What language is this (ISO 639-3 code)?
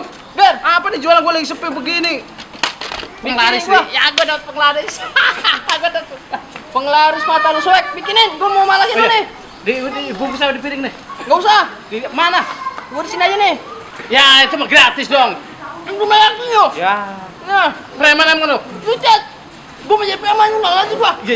bew